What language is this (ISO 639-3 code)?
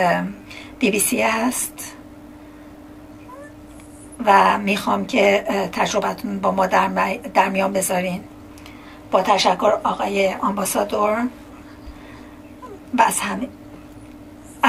fas